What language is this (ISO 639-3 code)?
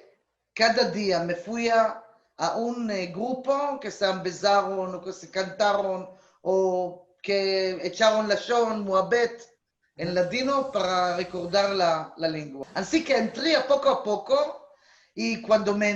lad